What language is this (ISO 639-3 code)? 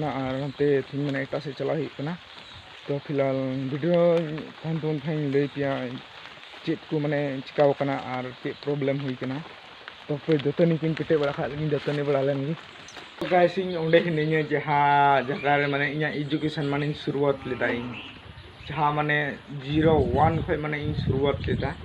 sat